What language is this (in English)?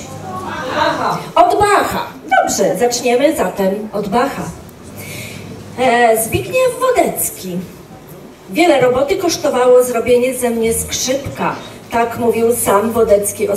Polish